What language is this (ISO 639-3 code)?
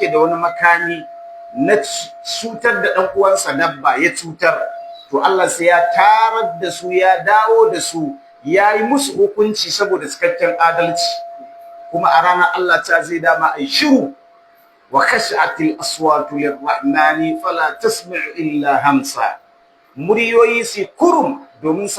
hau